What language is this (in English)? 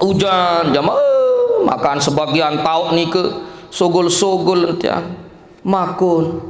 Sasak